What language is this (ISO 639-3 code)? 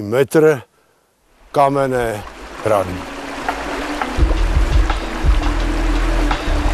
ces